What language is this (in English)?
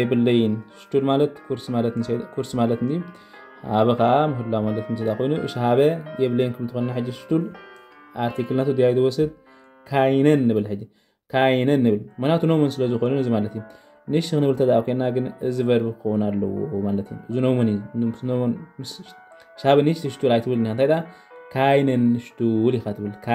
Tigrinya